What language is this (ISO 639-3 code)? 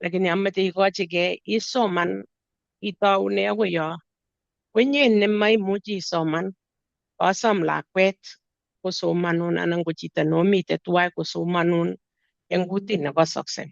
kln